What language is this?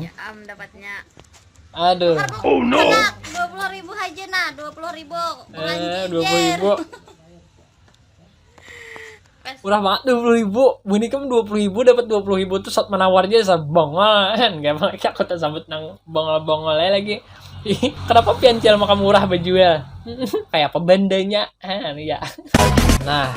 Banjar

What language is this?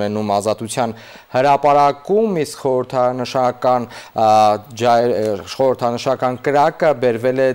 Armenian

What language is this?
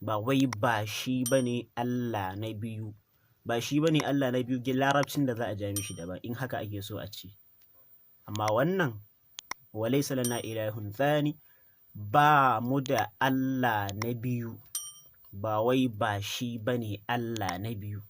Hausa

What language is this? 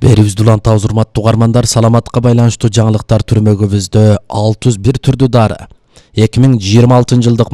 Kyrgyz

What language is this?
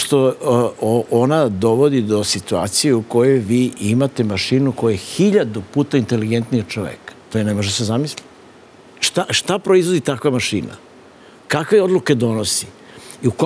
Serbian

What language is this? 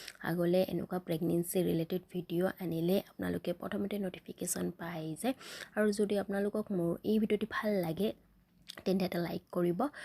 Assamese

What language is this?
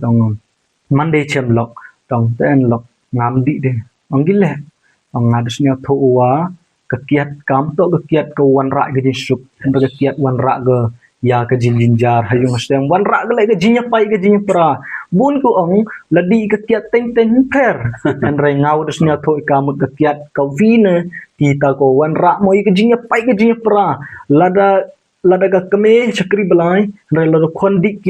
Khasi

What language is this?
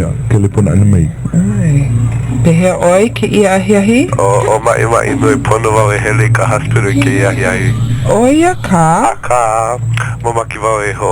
Hawaiian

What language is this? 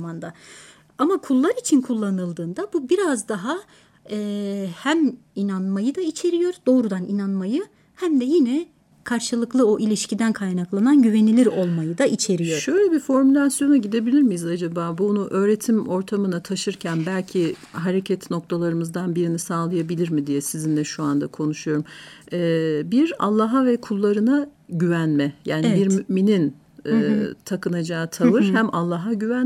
Turkish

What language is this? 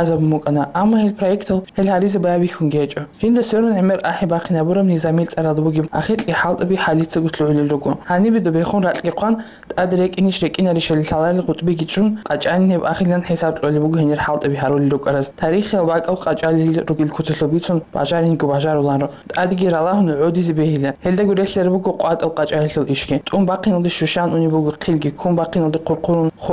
Avaric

